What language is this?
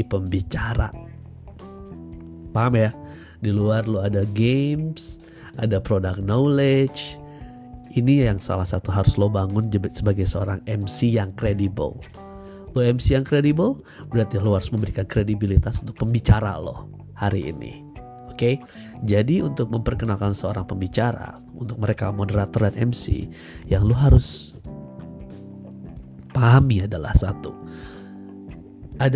Indonesian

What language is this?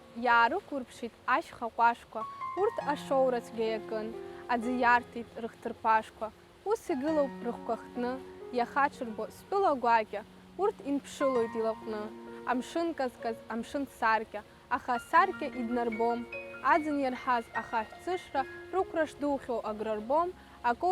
Abkhazian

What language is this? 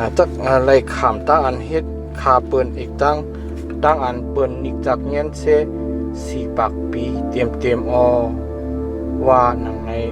Shan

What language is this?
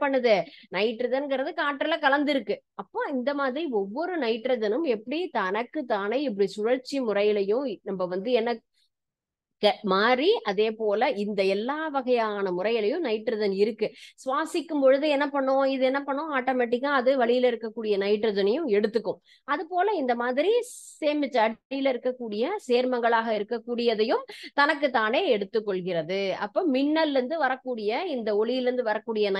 Tamil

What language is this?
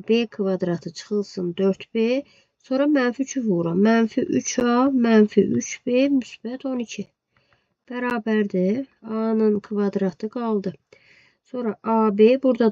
Azerbaijani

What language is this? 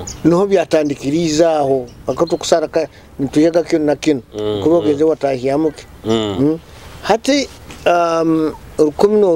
Nyoro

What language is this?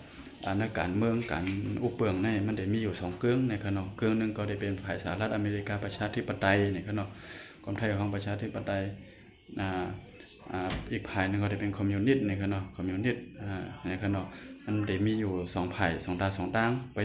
Shan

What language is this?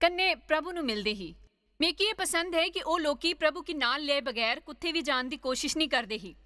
Dogri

